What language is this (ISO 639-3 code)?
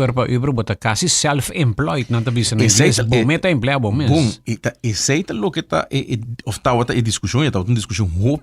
pap